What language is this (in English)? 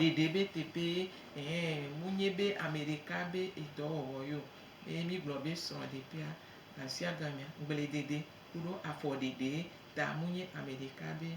Gen